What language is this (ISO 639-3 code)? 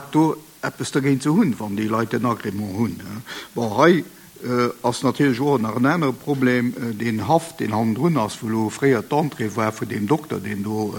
ltz